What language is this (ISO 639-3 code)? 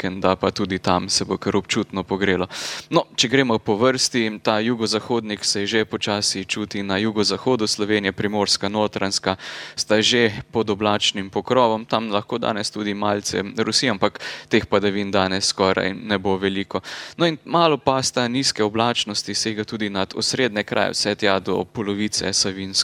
slv